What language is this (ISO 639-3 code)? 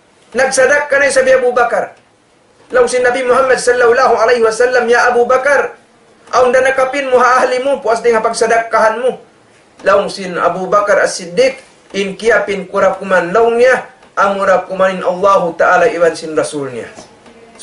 tsg